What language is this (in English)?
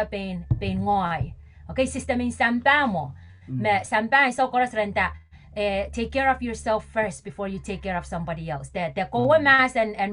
Pohnpeian